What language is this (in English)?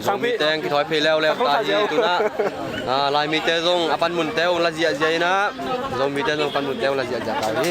Tedim Chin